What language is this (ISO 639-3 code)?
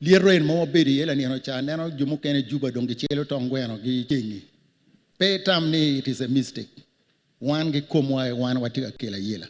ach